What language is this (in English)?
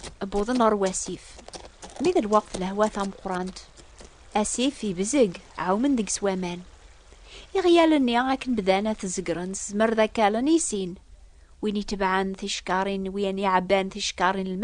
Kabyle